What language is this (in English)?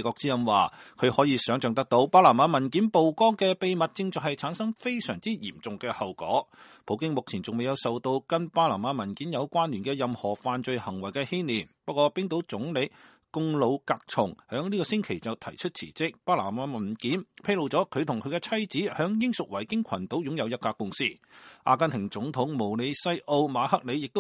Cantonese